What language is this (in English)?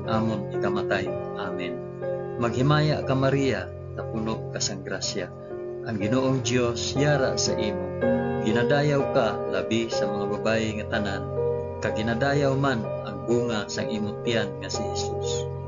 Hiligaynon